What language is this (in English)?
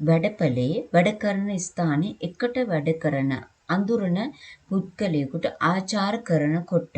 Sinhala